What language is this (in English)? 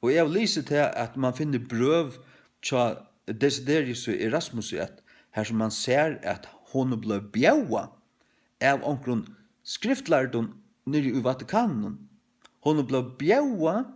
Faroese